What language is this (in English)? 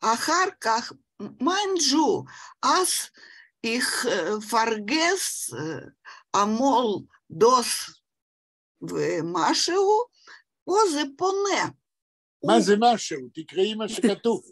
Yiddish